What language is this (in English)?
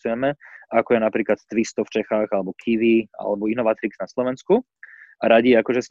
Slovak